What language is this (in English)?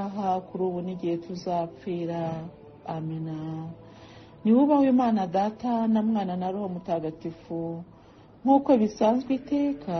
Kinyarwanda